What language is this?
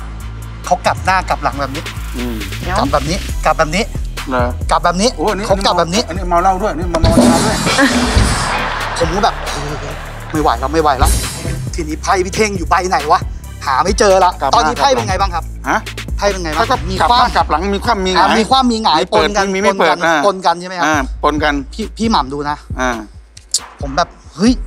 Thai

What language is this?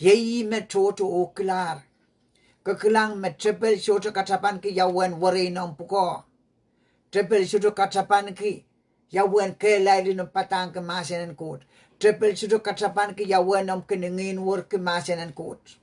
Pohnpeian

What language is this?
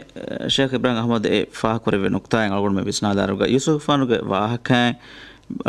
Divehi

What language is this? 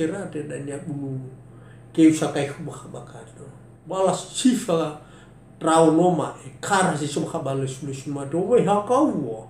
Nias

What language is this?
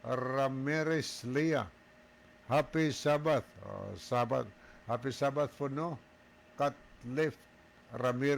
Cebuano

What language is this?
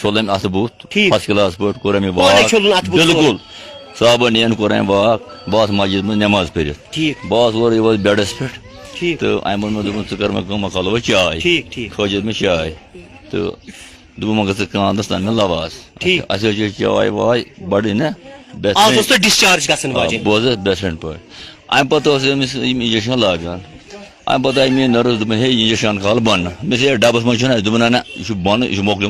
Kashmiri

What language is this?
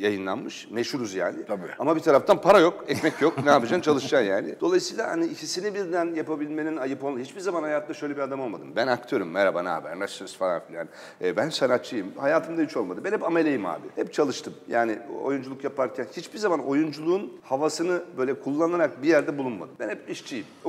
Turkish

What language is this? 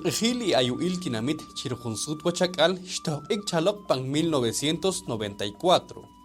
Poqomchi'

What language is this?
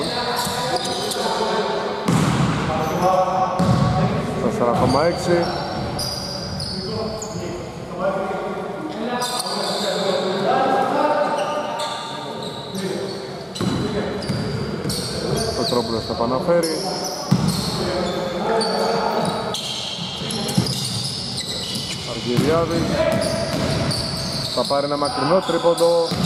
Greek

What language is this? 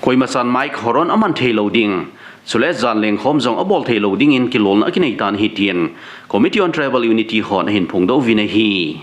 Thado Chin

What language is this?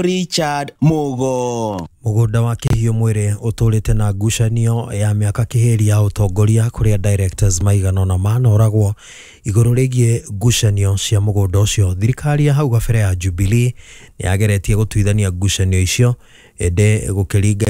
Kikuyu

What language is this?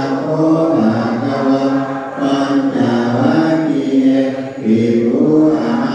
Pali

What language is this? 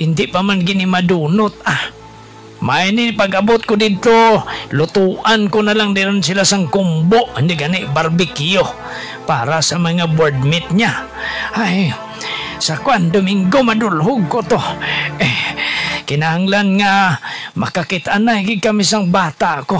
Hiligaynon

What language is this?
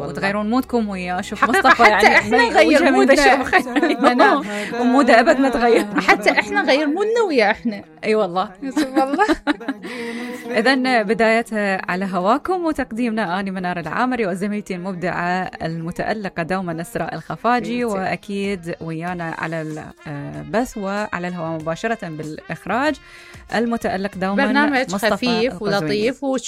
Mesopotamian Arabic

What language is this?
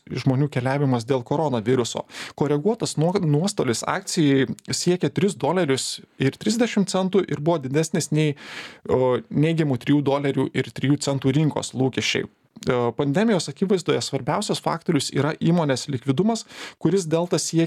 Lithuanian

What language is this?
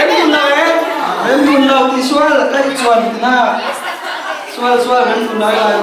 Falam Chin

